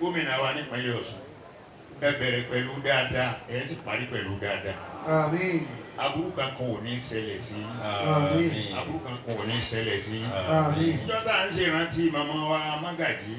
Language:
Yoruba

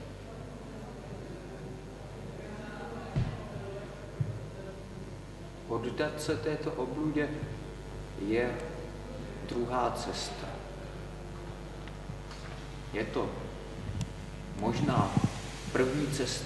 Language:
Czech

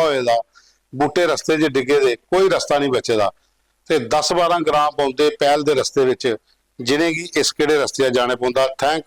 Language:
Dogri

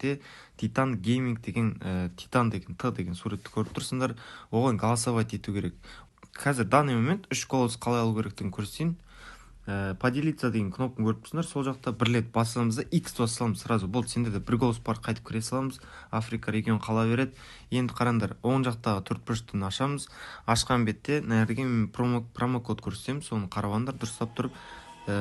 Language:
Kara-Kalpak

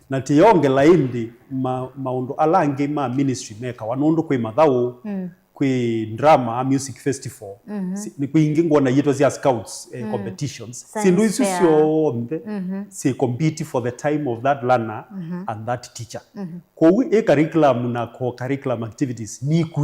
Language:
Kamba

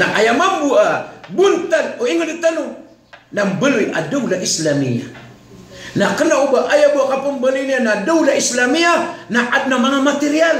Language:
Maranao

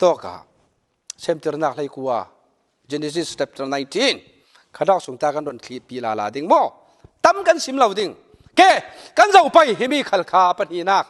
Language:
Falam Chin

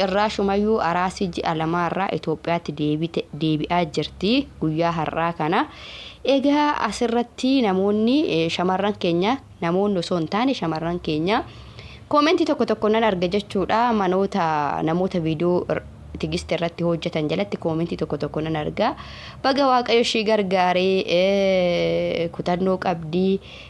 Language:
Oromo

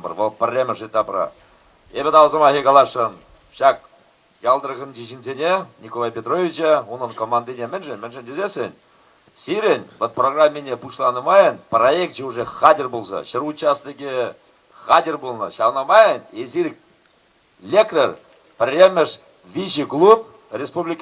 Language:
Chuvash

